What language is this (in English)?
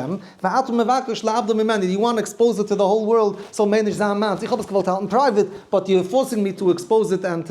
Yiddish